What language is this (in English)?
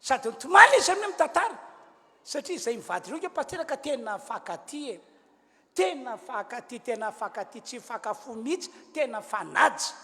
Malagasy